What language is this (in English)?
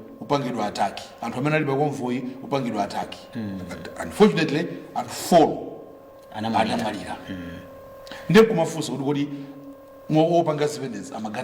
Nyanja